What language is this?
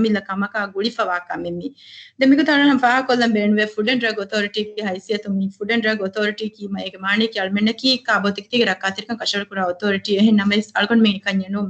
Divehi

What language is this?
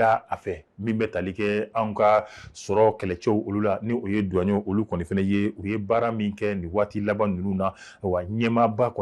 Bambara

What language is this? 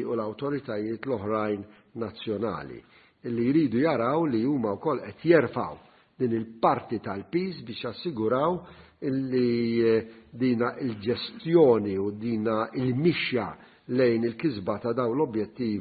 Maltese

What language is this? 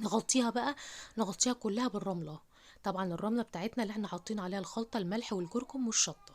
Egyptian Arabic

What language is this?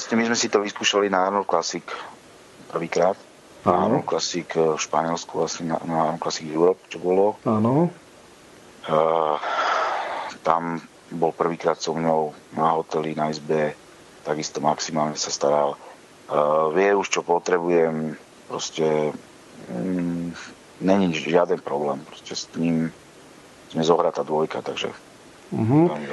Slovak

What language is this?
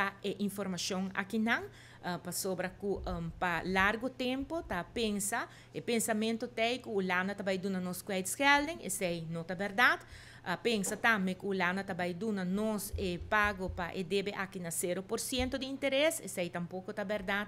Papiamento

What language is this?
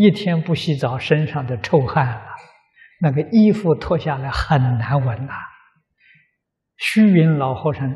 Chinese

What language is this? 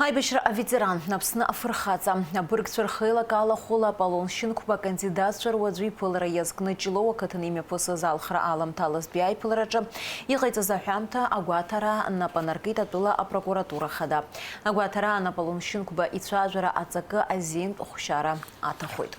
Abkhazian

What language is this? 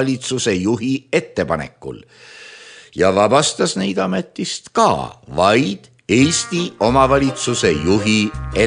Estonian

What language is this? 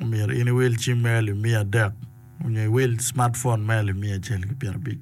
Acoli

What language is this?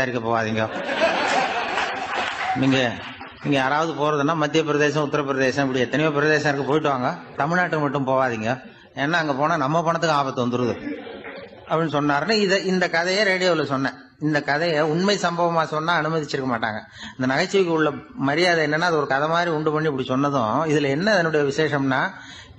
Tamil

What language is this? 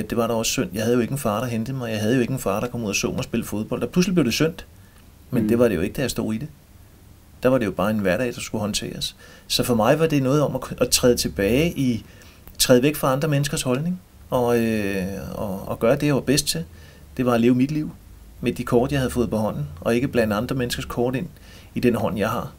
Danish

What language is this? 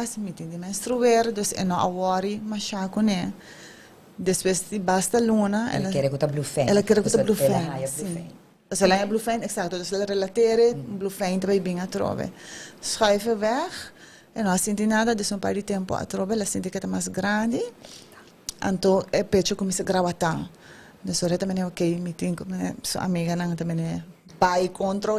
Papiamento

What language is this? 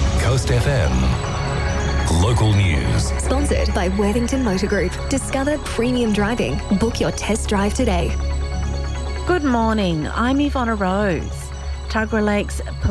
English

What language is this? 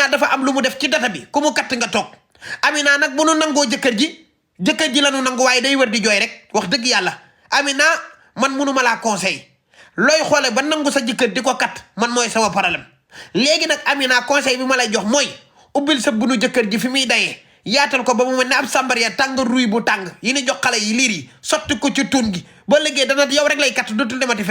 Wolof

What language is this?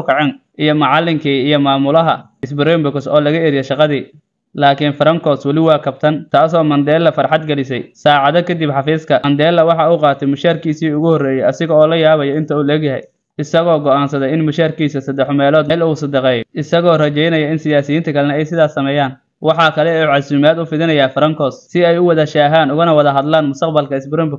Somali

